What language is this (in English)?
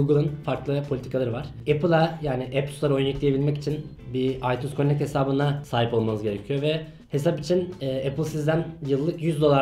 Turkish